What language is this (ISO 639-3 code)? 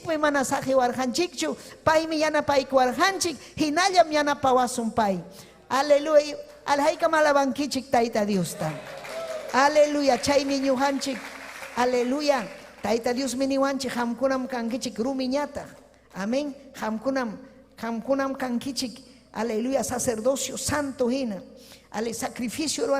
quy